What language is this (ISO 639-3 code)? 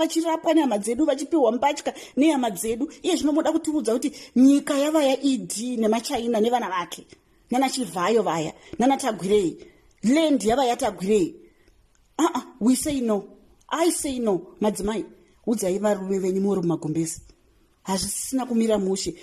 sna